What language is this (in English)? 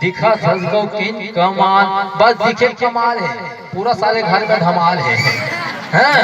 Chhattisgarhi